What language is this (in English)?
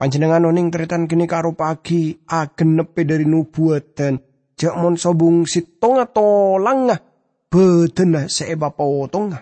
Madurese